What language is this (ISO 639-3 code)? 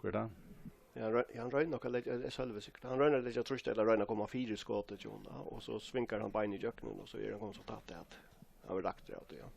fao